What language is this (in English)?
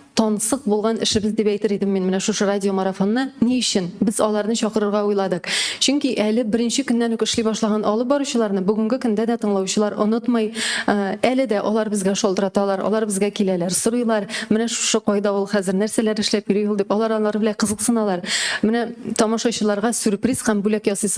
Tatar